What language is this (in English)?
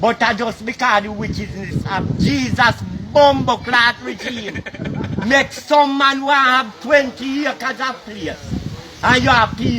Jamaican Creole English